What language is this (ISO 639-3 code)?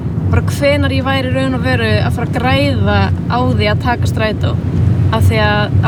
isl